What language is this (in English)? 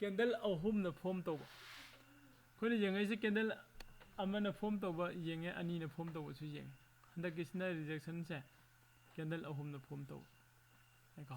Manipuri